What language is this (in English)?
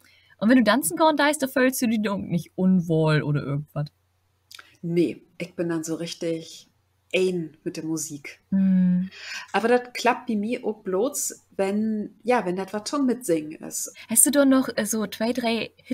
Low German